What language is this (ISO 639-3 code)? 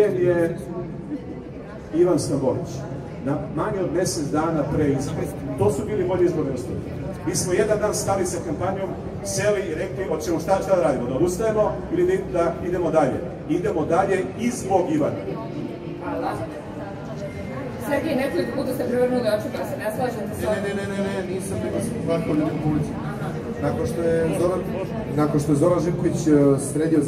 srp